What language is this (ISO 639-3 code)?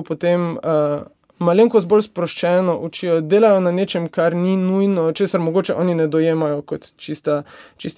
slv